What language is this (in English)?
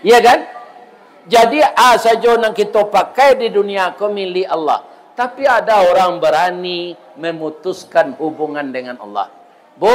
Minangkabau